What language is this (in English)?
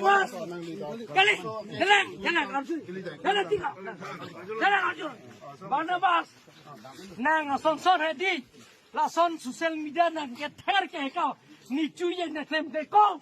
Karbi